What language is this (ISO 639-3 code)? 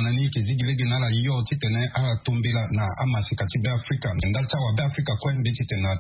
sag